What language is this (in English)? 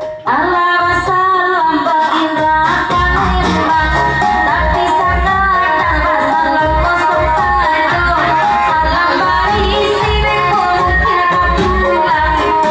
Minangkabau